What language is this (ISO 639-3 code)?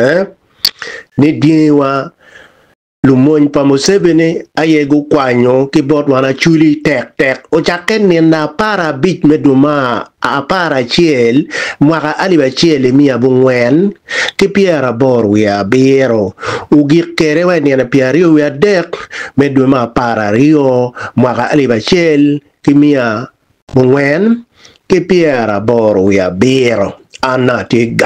ach